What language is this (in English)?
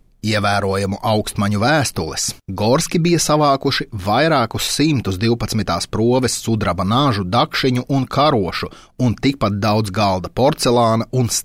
Latvian